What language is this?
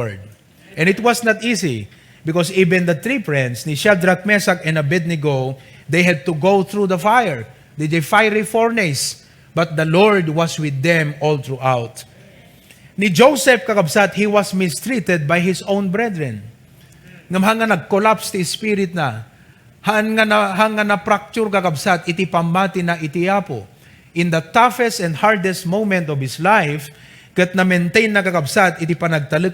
Iloko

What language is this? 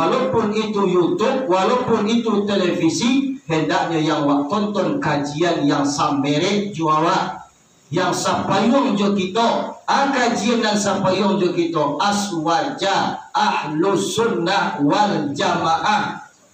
Minangkabau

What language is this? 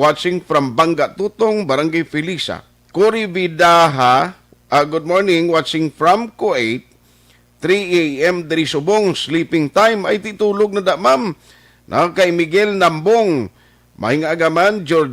Hiligaynon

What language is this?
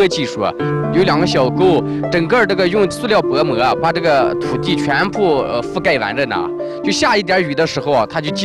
Chinese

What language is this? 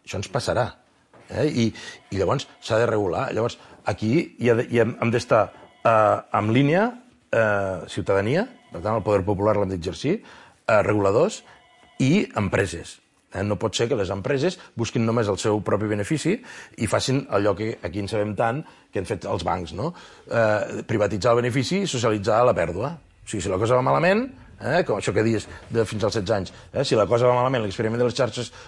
Catalan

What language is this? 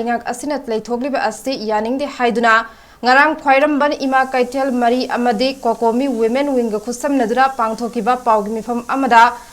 Manipuri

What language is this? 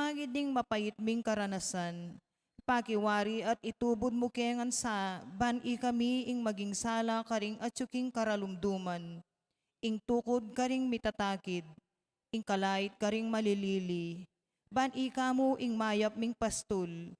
Pampanga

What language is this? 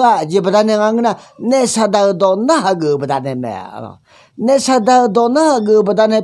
Akha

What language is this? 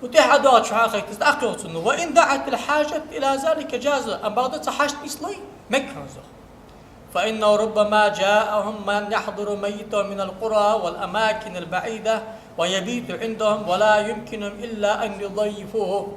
Ingush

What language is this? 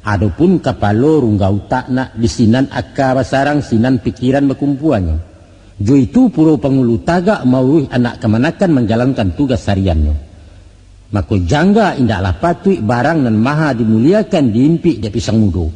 Minangkabau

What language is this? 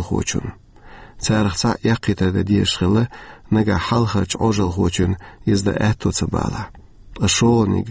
Chechen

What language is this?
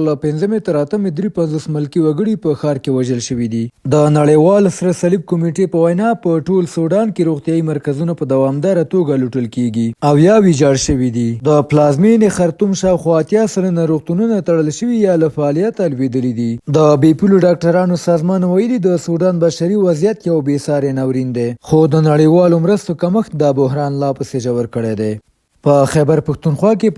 Pashto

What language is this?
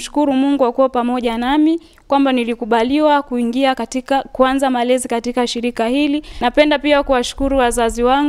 Swahili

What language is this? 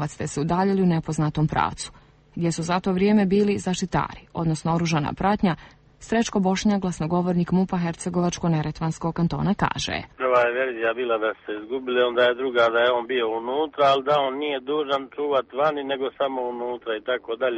Croatian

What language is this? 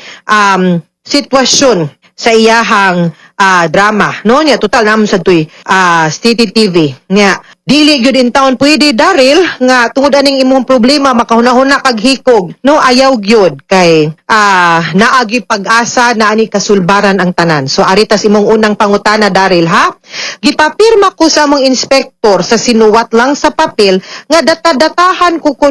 Cebuano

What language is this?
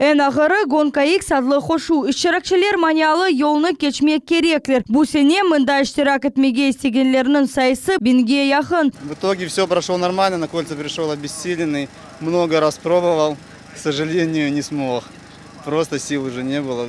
Crimean Tatar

